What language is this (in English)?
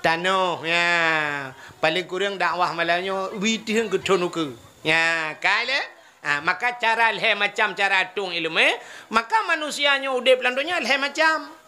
Achinese